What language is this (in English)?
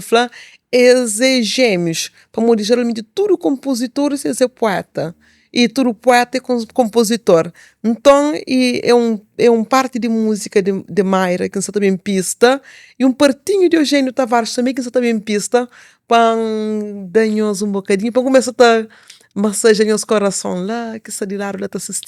Kabuverdianu